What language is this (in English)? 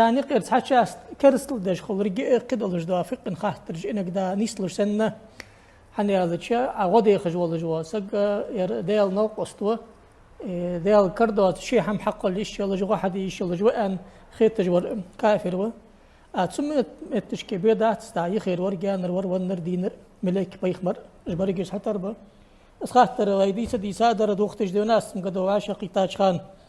Ingush